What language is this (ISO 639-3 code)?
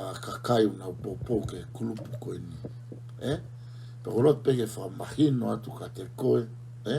ton